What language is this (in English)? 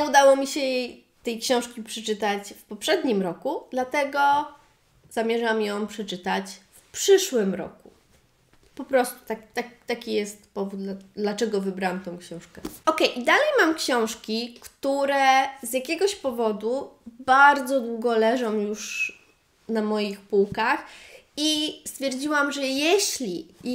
Polish